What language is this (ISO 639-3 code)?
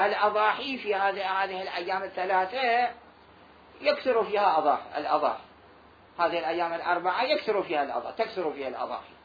acm